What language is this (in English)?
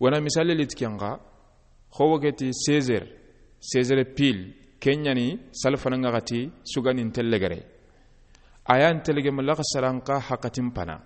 Soninke